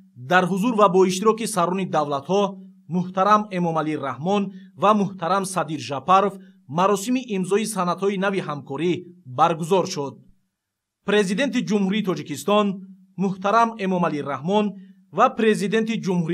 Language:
Tajik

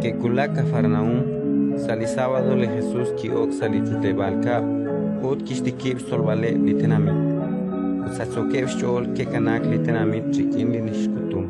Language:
Kekchí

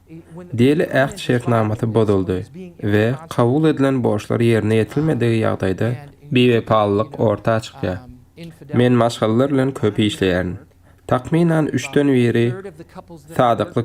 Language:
Turkmen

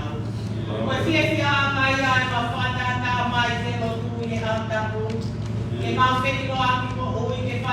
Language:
Tongan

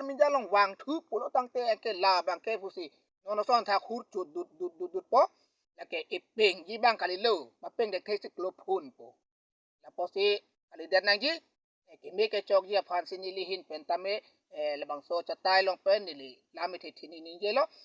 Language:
Karbi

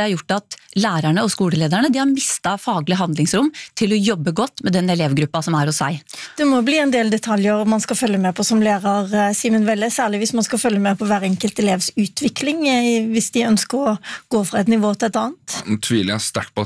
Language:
Norwegian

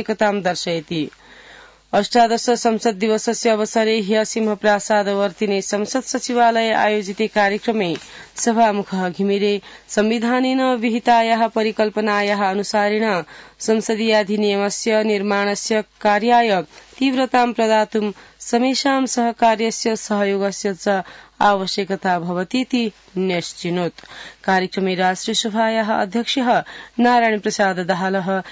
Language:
Sanskrit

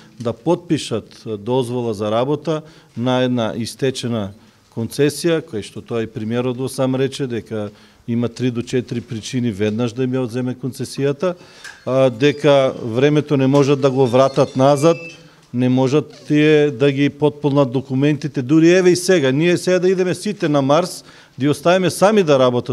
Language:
Macedonian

